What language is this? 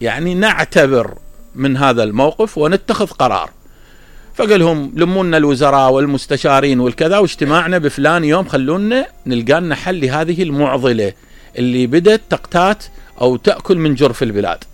Mesopotamian Arabic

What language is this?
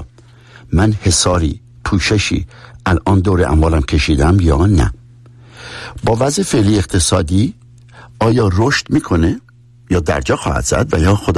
Persian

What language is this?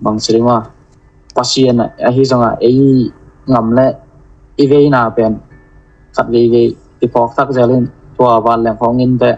Tedim Chin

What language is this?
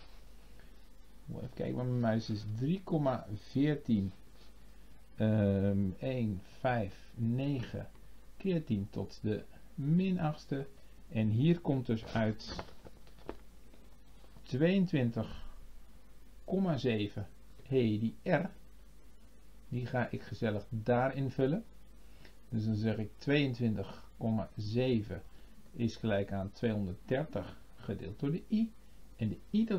Dutch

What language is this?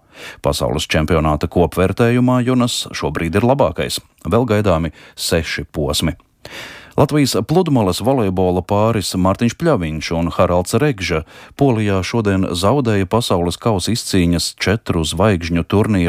Latvian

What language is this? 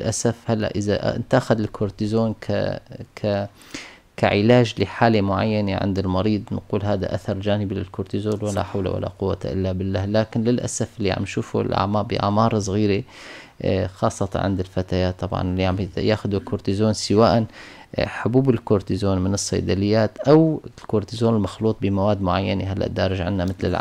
North Levantine Arabic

